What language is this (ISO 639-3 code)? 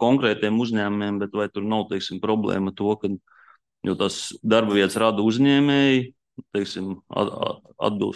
lav